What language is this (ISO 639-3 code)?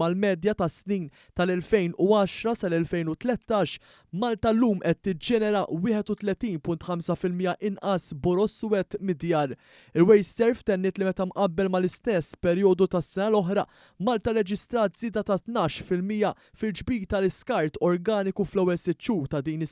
mlt